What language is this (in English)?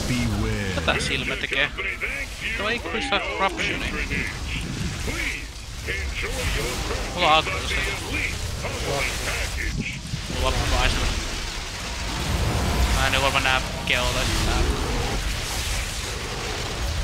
Finnish